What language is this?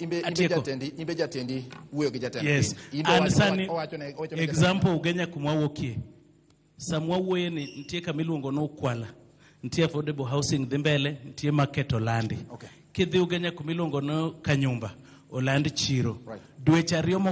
Luo (Kenya and Tanzania)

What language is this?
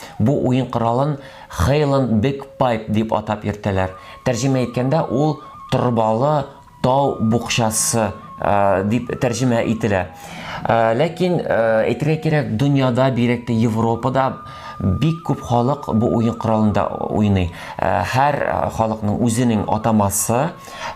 Tatar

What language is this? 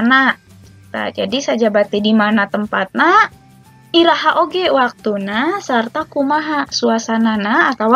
Sundanese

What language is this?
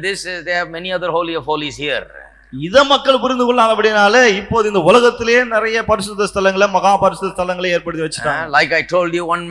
Tamil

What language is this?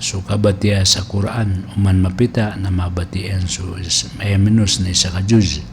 Maranao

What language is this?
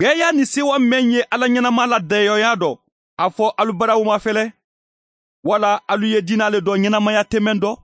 Mandingo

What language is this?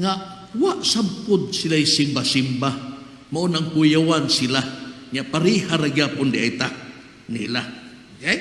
Cebuano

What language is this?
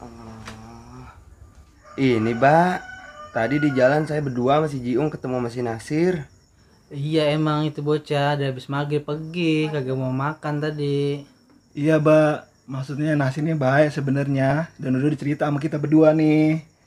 Betawi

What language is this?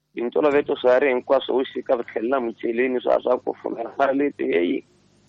Tsonga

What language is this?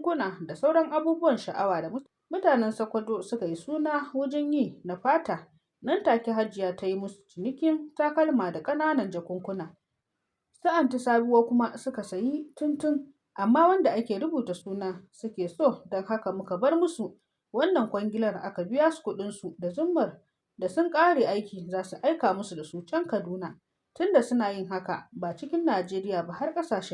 Hausa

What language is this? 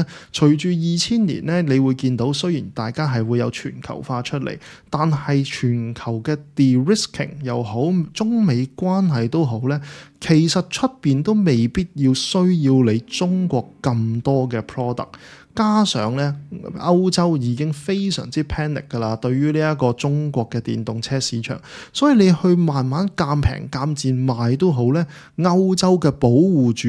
Cantonese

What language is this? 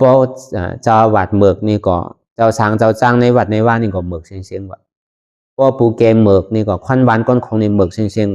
Shan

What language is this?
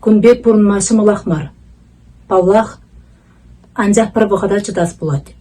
Chuvash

